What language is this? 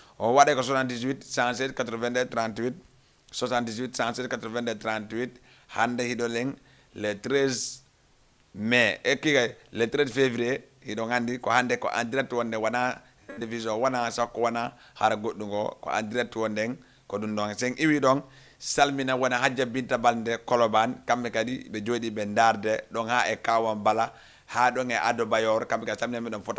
Fula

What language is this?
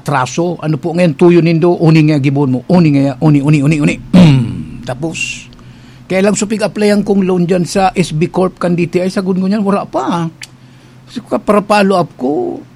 Bikol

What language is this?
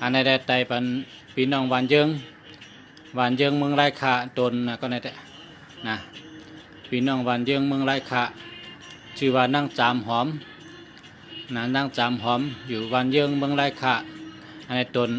Shan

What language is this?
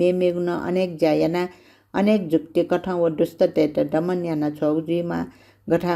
Newari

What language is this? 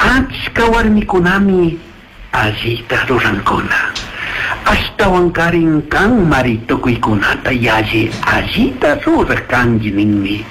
Chimborazo Highland Quichua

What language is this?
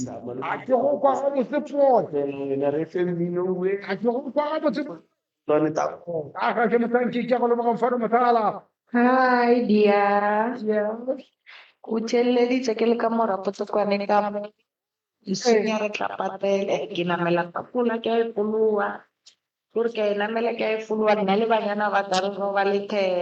Northern Sotho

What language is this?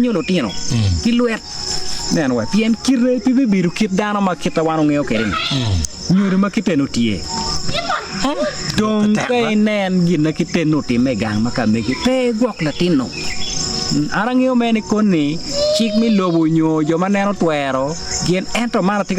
Acoli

